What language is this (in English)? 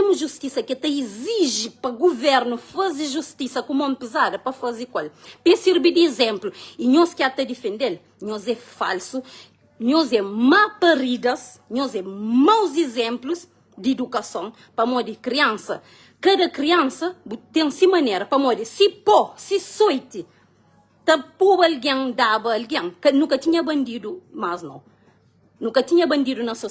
Kabuverdianu